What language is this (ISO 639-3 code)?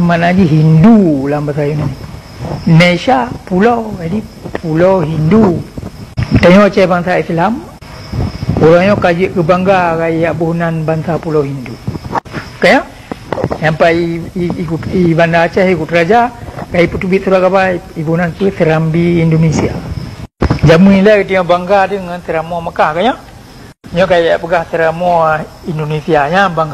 ace